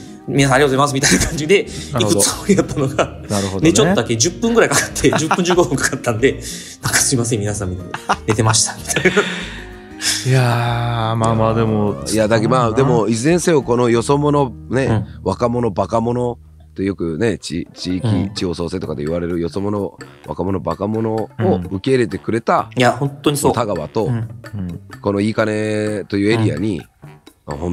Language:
Japanese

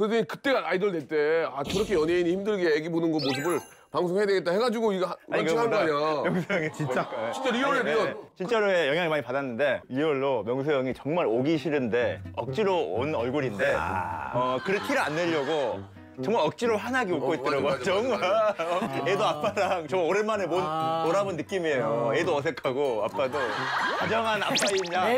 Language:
Korean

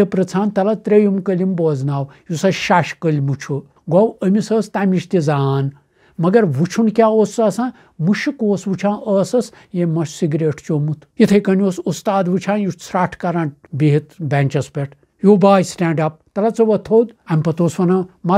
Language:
Kashmiri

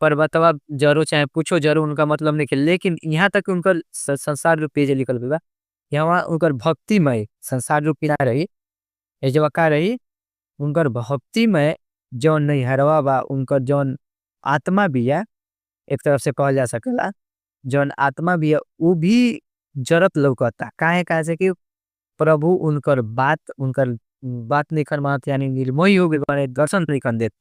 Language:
Bhojpuri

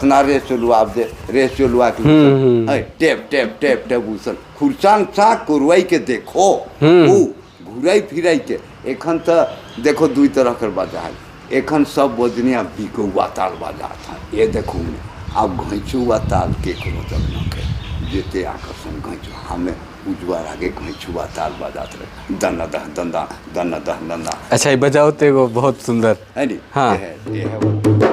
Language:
Sadri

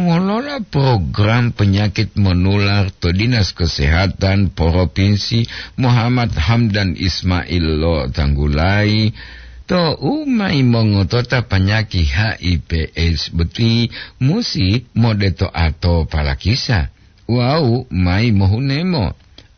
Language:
Gorontalo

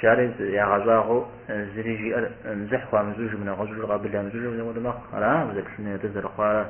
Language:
Kabardian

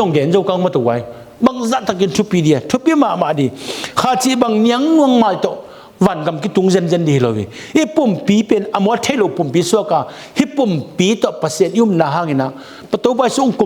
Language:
Tedim Chin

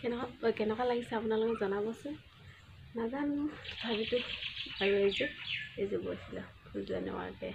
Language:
Assamese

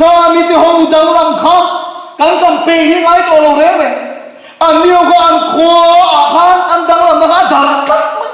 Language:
Mizo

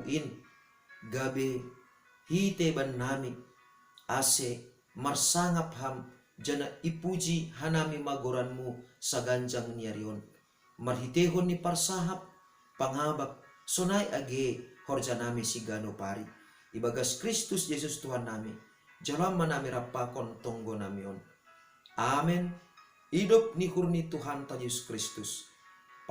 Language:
Batak Simalungun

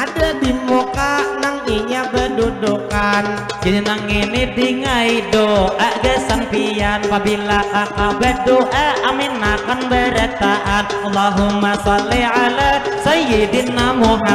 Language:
Banjar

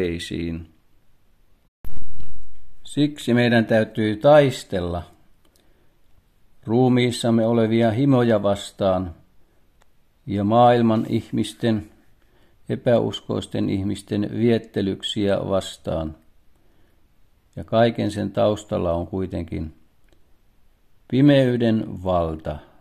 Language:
Finnish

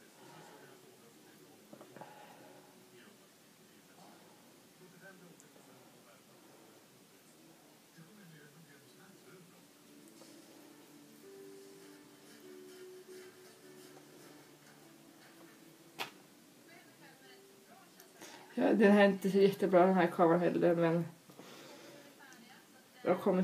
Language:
Swedish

